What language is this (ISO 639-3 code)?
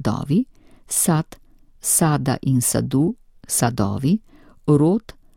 slv